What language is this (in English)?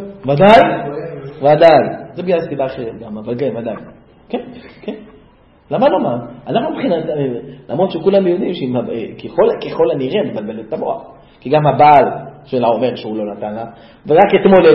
Hebrew